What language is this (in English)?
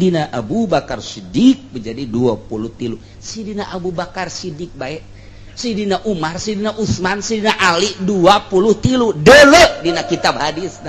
Sundanese